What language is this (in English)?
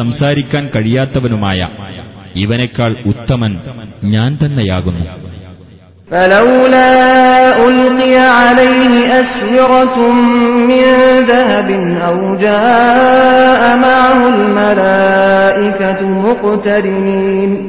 Malayalam